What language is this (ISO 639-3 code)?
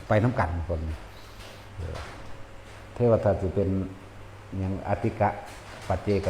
tts